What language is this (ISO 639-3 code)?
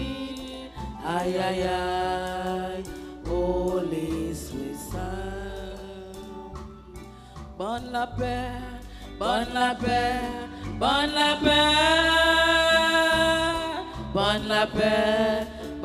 fra